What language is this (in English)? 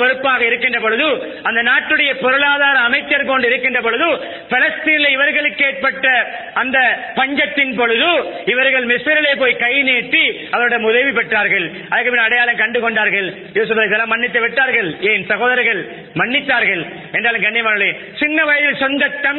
Tamil